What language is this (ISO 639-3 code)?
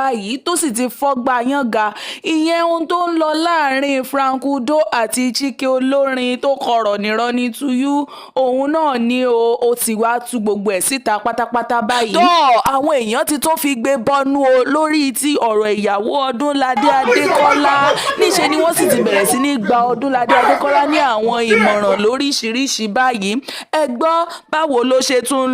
yor